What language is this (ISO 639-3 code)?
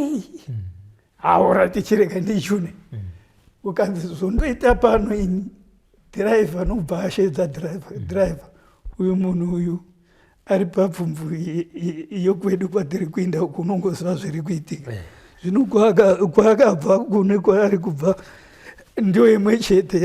sna